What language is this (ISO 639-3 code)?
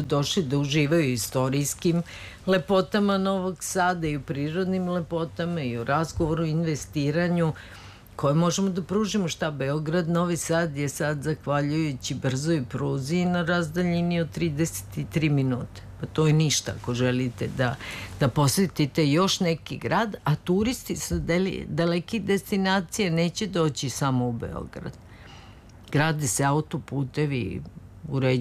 srp